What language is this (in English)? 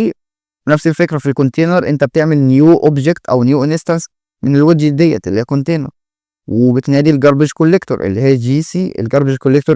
Egyptian Arabic